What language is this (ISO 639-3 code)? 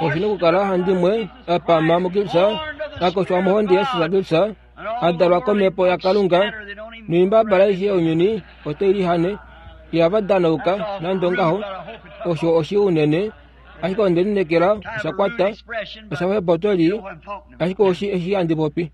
kua